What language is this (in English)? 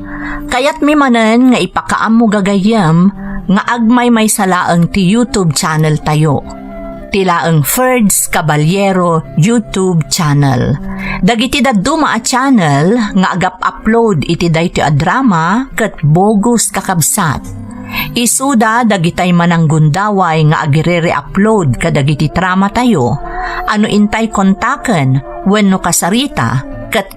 Iloko